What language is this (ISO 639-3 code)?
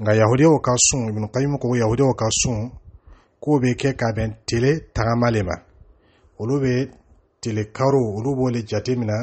dyu